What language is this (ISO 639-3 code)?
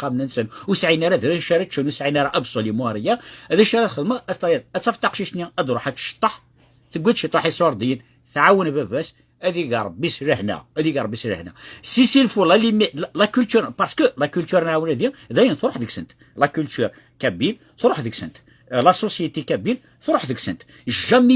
kab